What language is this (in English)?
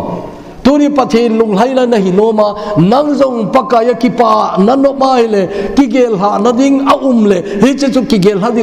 Thado Chin